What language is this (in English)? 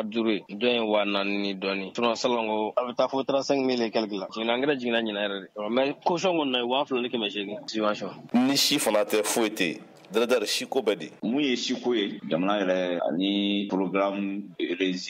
Bambara